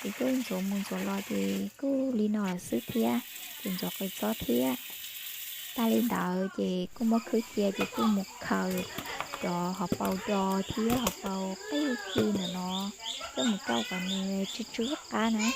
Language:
Hmong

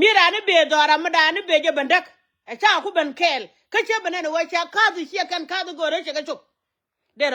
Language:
Nuer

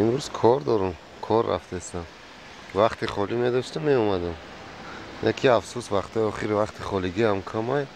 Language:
Tajik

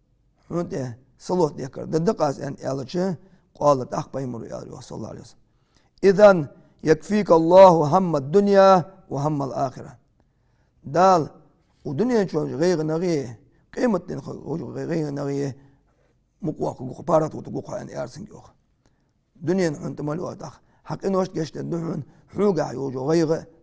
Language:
Ingush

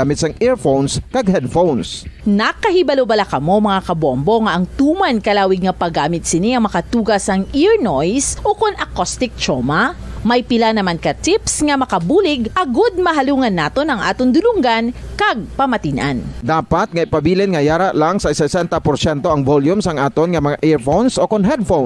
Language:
Hiligaynon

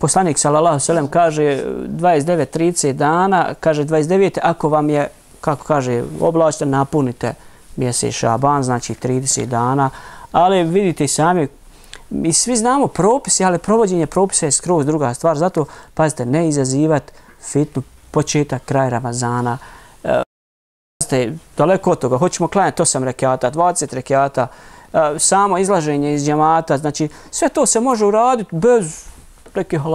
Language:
Bosnian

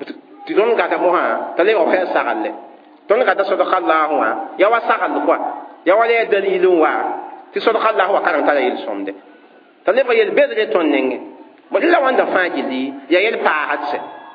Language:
Mossi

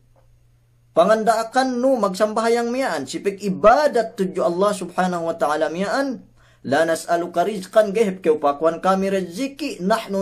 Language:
Yakan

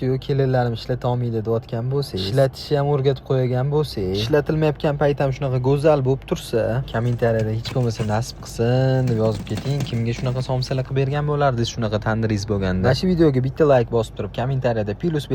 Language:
Uzbek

